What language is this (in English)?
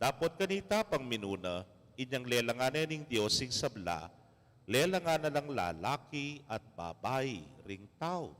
Pampanga